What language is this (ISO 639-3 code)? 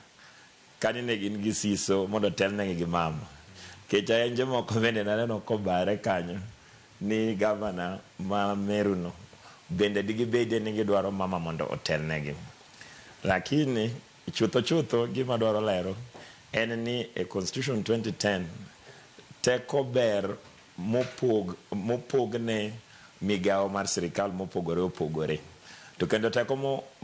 luo